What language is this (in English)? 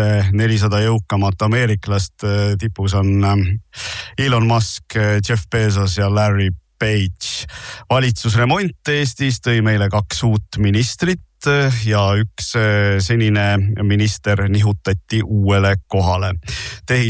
Estonian